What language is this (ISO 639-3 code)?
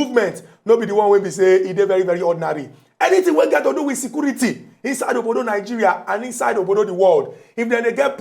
pcm